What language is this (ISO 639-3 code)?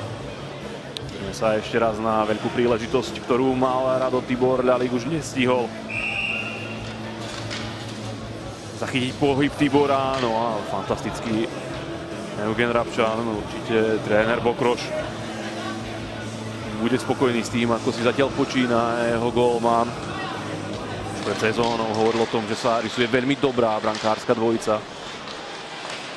slk